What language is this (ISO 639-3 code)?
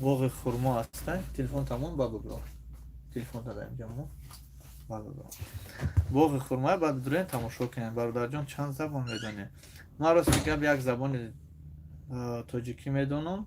tgk